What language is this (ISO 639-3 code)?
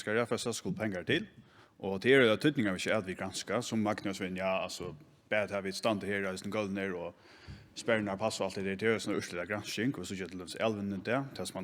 fao